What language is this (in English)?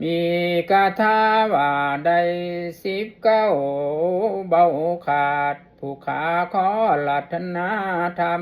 Lao